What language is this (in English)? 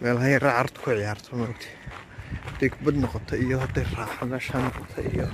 Somali